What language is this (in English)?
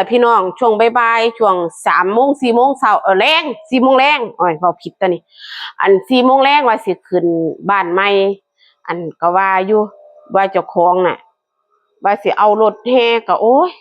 Northeastern Thai